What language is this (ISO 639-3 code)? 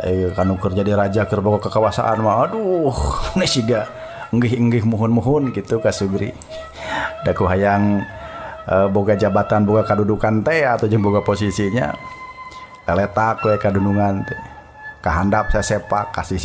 sun